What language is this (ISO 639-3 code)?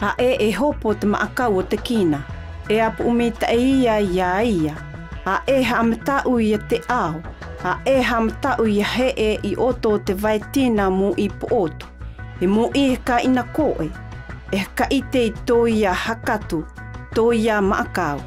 mqm